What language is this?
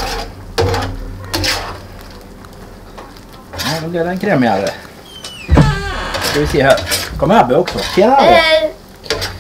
Swedish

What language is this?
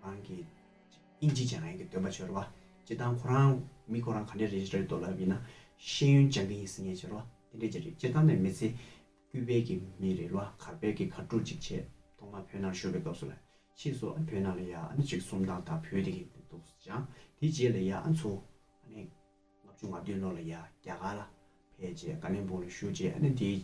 Tibetan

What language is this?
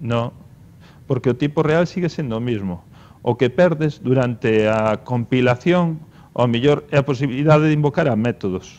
Galician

